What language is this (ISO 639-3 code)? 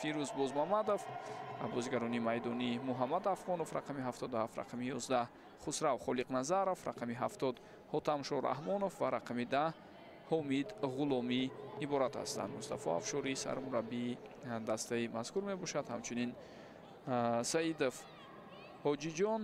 tgk